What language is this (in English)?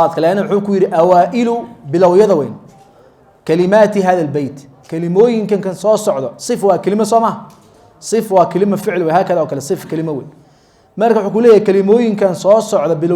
Somali